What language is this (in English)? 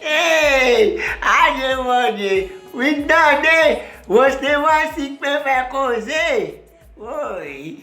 Haitian Creole